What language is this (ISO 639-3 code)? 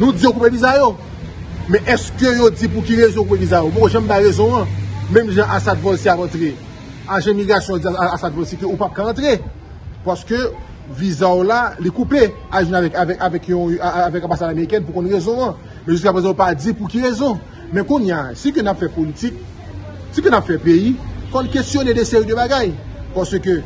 hat